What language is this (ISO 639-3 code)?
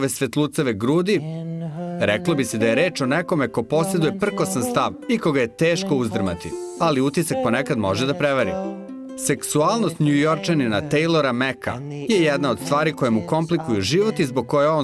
srp